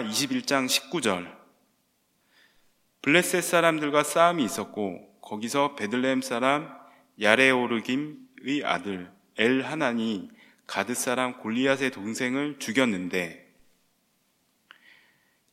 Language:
Korean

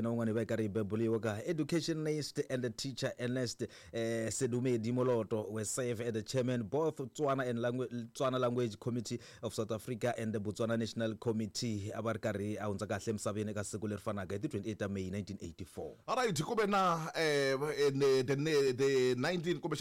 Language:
Tsonga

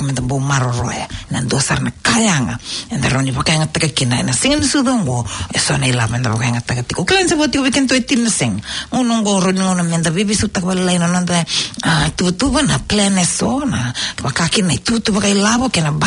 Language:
Fijian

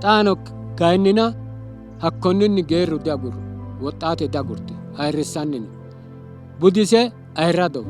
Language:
Sidamo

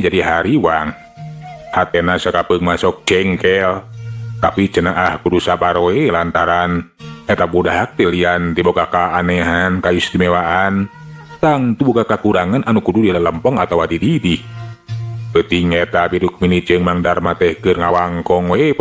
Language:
Sundanese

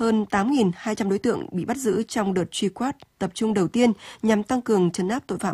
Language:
Vietnamese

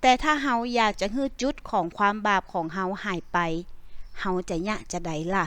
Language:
Northern Thai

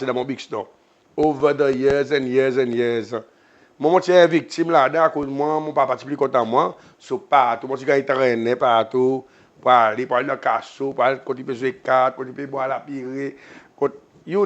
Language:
Seselwa Creole French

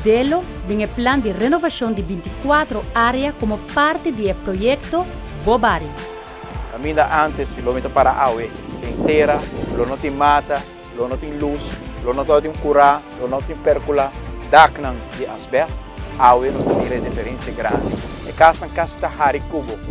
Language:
Papiamento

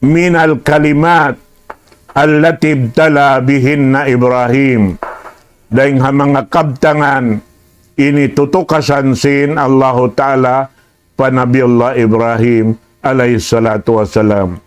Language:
Tausug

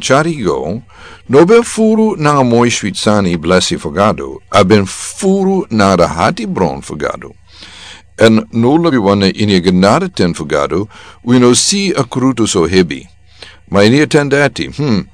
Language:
Sranan Tongo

